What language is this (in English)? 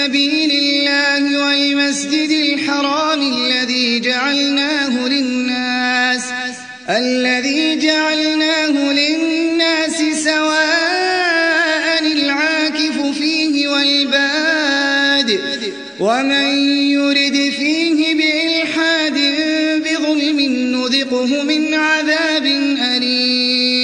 Arabic